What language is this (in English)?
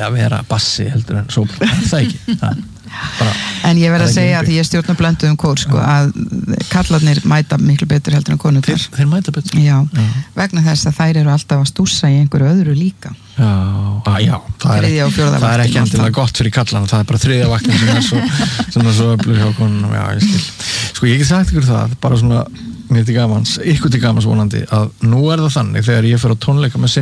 Icelandic